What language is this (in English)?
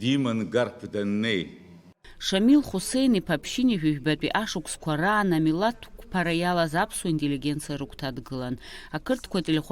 Abkhazian